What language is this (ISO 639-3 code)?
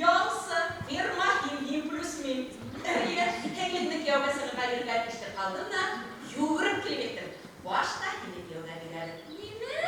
bak